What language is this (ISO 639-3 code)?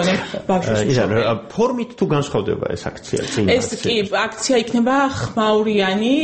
kat